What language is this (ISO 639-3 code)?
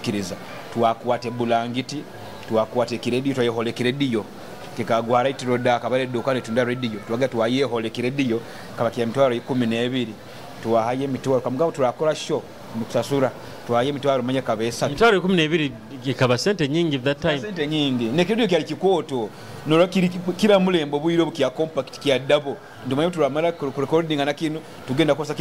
nyo